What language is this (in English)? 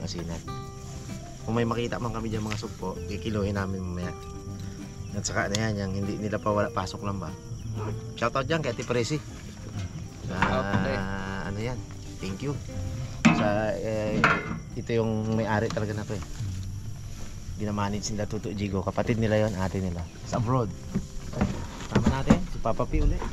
Filipino